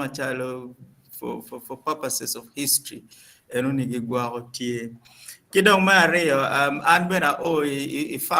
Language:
Acoli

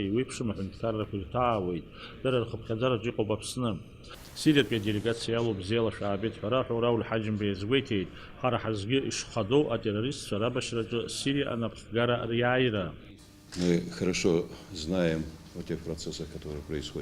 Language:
Abkhazian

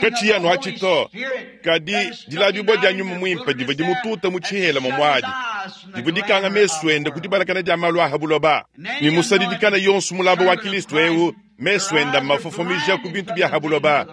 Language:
Luba-Lulua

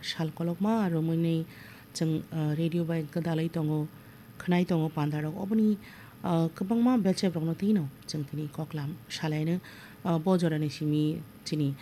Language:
Kok Borok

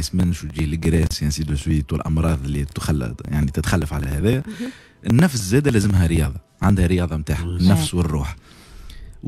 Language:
Tunisian Arabic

